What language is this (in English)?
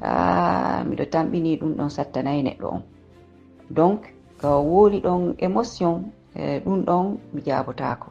Fula